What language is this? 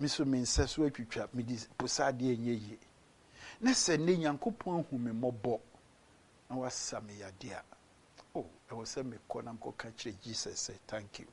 Akan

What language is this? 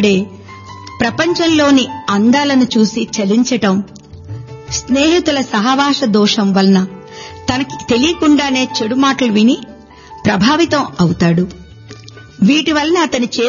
Telugu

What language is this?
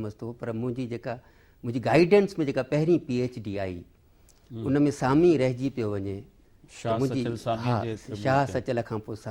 Sindhi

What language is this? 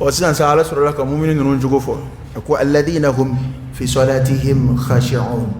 Dyula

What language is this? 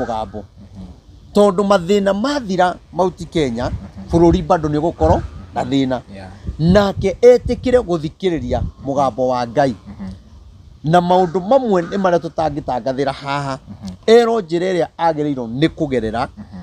Kikuyu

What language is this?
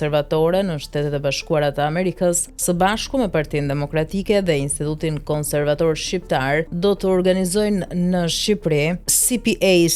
Albanian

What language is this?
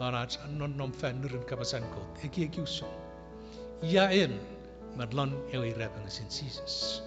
Chuukese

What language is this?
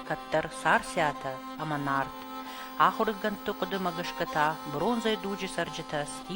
Ossetic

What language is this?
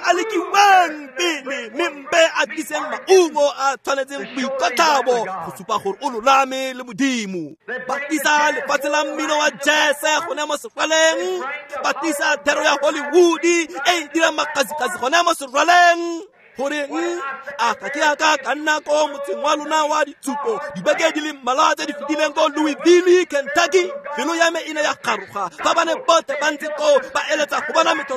Tswana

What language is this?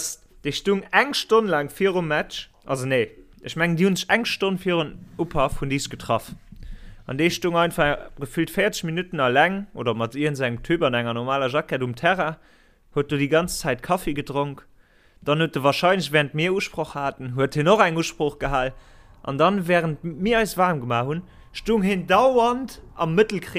Luxembourgish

